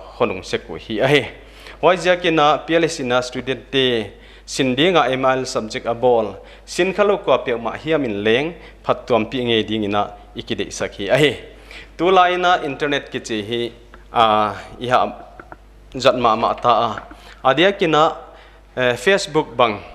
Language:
Paite Chin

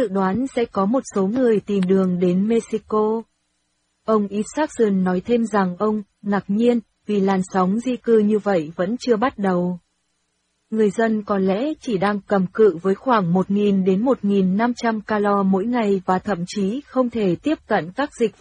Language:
Vietnamese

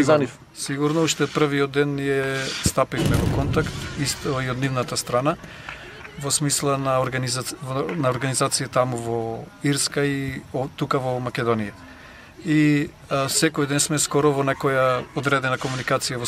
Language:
Macedonian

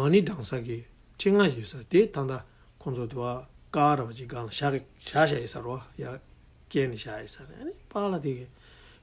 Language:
Tibetan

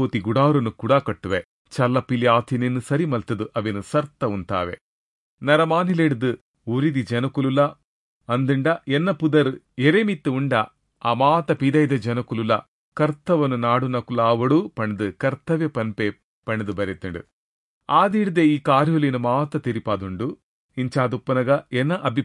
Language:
Tulu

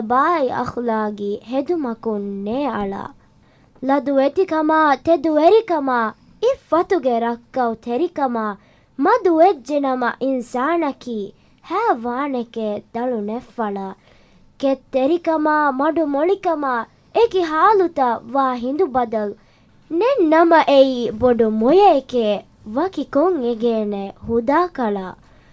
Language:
Divehi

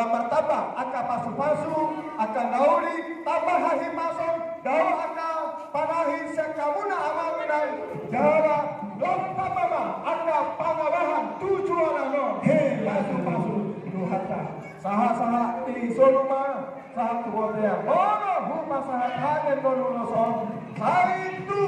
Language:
Batak Toba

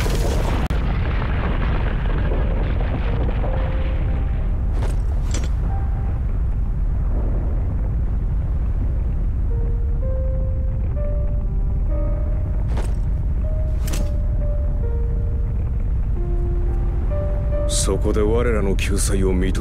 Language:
Japanese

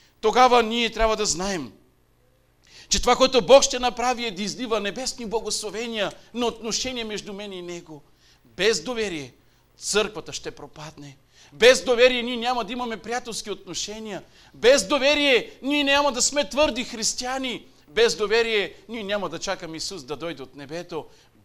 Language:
Bulgarian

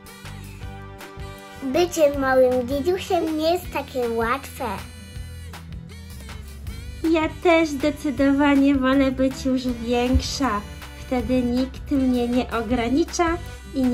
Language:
Polish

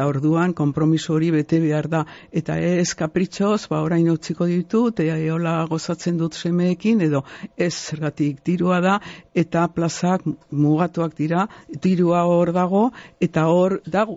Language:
Basque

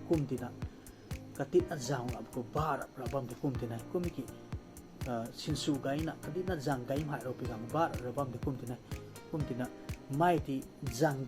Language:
Rongmei Naga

